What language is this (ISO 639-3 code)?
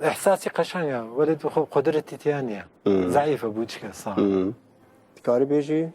kur